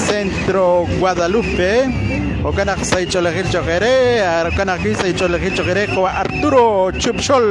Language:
Kekchí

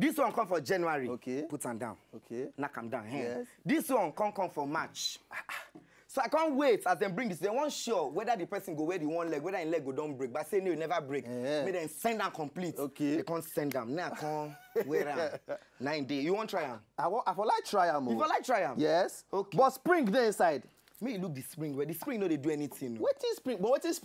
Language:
Nigerian Pidgin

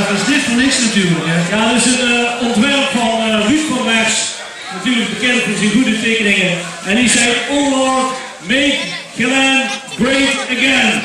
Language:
Limburgish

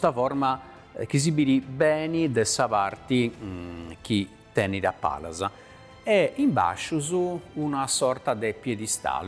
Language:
Sardinian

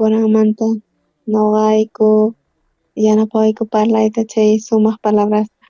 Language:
South Bolivian Quechua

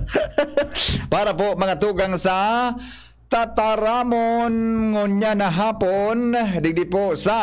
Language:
Bikol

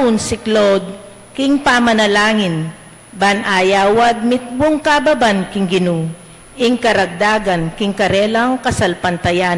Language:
Pampanga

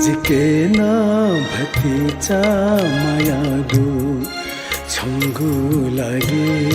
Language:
Newari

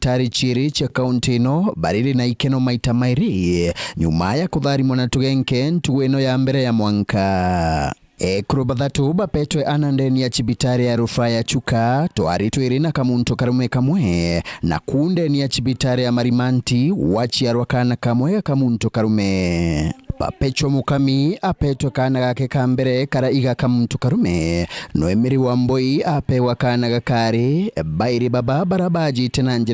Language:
Meru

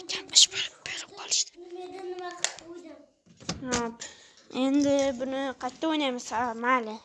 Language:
Uzbek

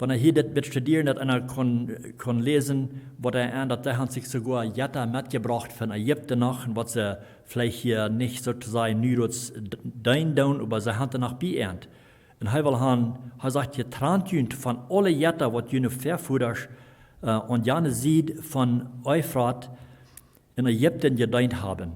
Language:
Plautdietsch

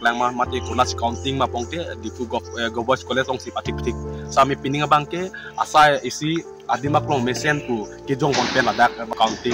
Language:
Karbi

